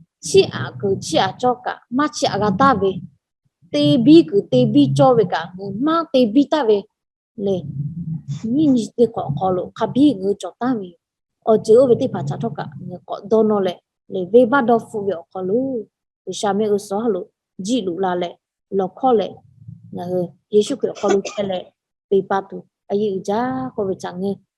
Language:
Lahu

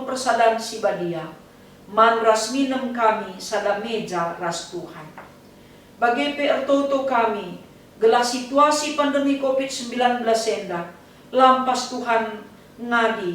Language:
Batak Karo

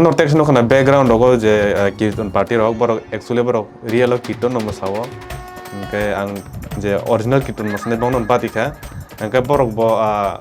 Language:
Kok Borok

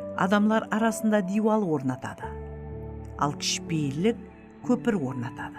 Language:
Kara-Kalpak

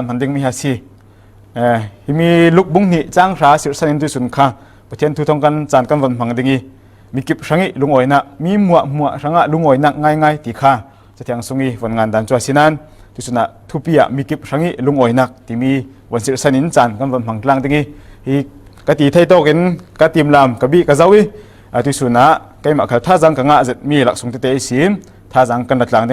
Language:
Falam Chin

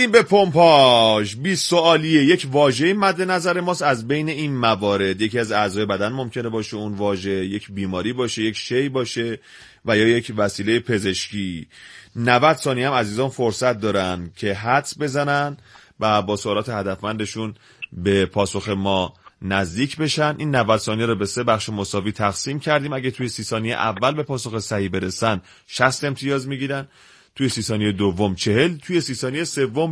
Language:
Persian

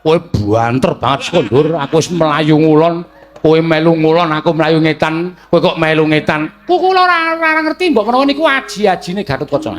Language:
Javanese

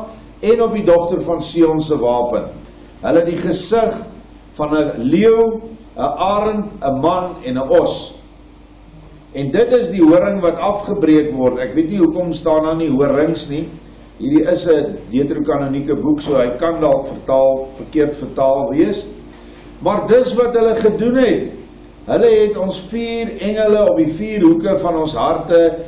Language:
Afrikaans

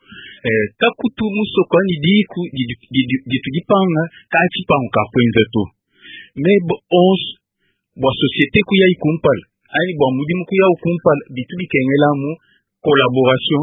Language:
Luba-Lulua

